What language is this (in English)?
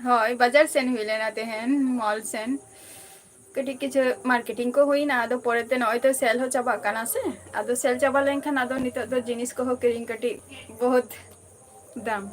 Santali